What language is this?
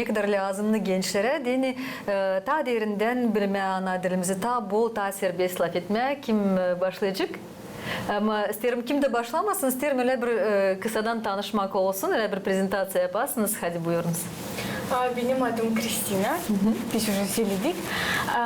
Gagauz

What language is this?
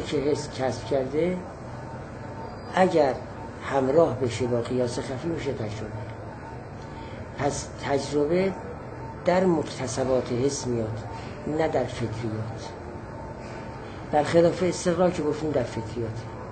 Persian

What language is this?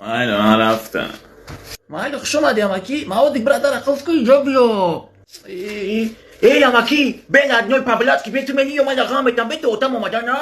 Tajik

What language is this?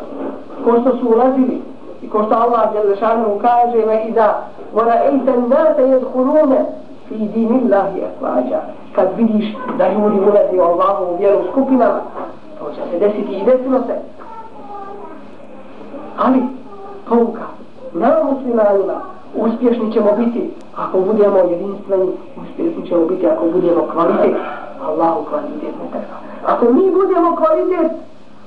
Bosnian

